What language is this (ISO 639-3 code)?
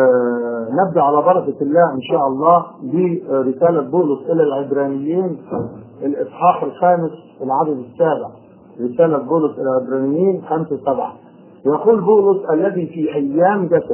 ara